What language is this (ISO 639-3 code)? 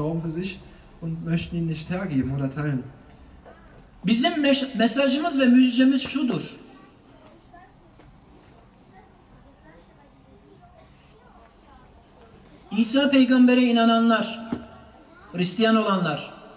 tur